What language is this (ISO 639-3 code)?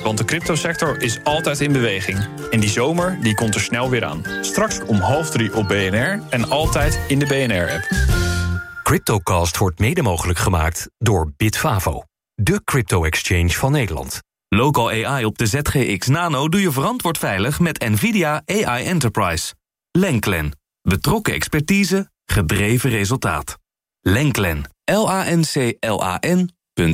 nld